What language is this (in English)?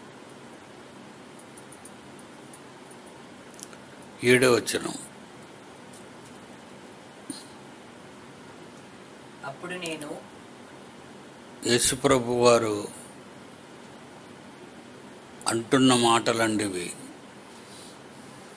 Telugu